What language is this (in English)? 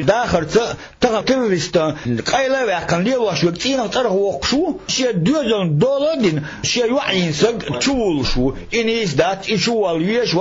Chechen